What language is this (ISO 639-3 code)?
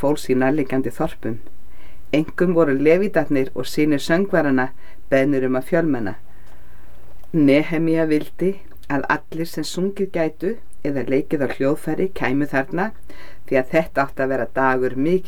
isl